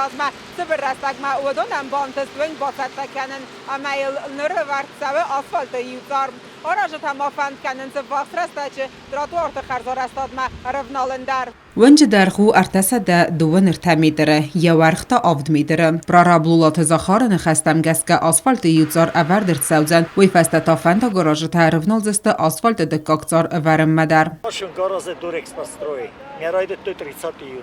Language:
Ossetic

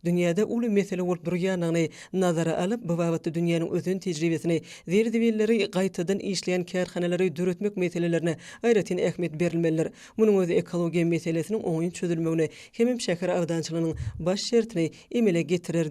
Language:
Turkmen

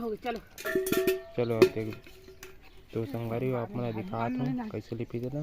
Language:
Chhattisgarhi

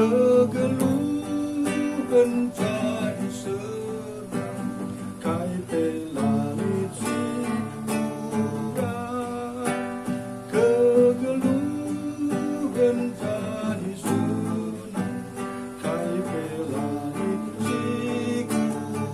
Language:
Batak Karo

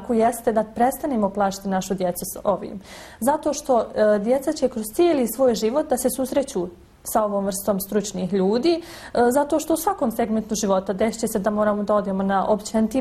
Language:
Bosnian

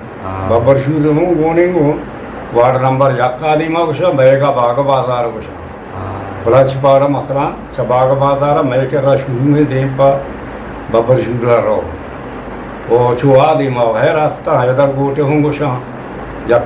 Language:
Eastern Balochi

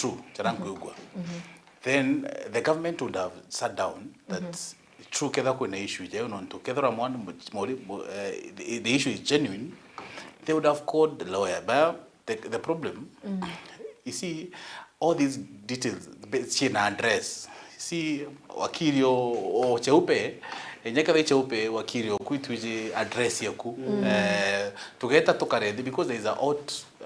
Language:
Meru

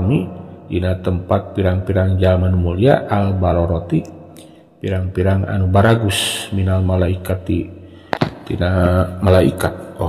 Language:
Sundanese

